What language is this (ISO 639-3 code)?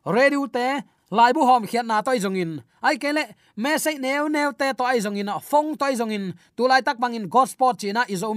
ctd